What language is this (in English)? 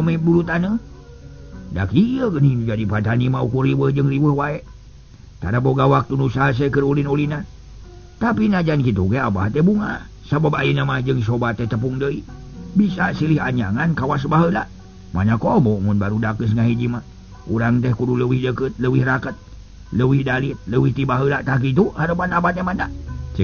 Sundanese